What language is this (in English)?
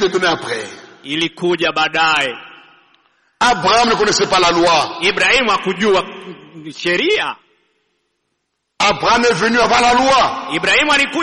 Swahili